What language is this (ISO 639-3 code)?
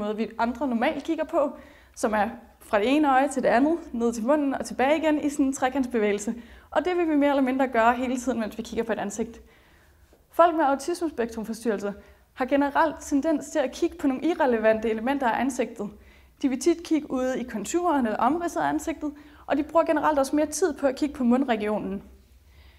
dan